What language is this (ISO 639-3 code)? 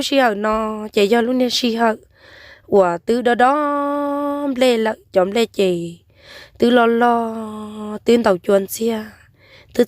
hmn